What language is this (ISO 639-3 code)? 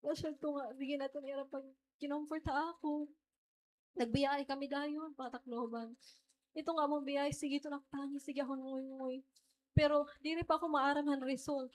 war